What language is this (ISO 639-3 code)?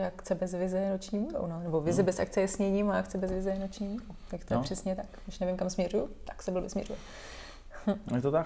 ces